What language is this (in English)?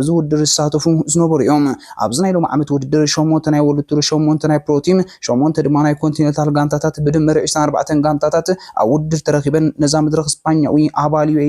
Tigrinya